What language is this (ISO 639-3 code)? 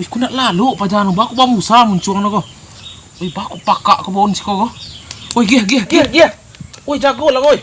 min